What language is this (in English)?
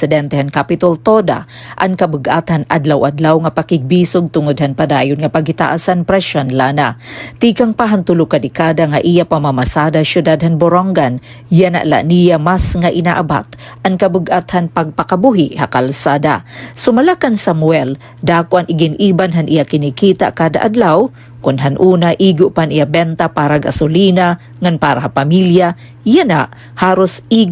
Waray